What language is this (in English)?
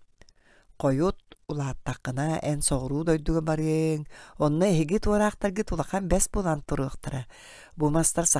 Yakut